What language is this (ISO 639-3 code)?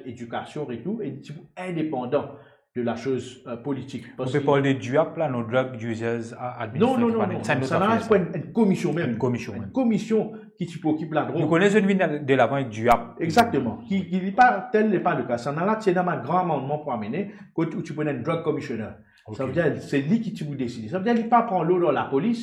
mfe